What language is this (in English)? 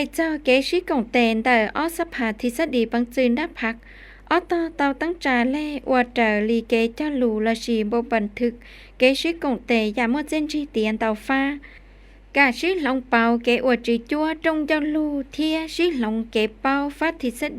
Hmong